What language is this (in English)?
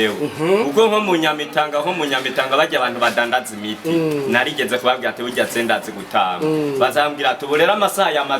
Rundi